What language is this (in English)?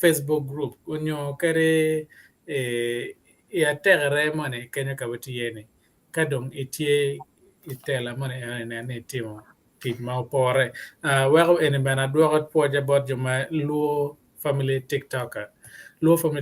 Acoli